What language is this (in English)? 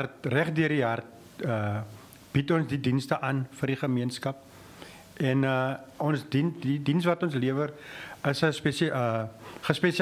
Afrikaans